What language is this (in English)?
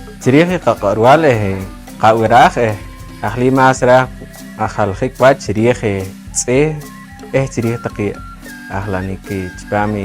Poqomchi'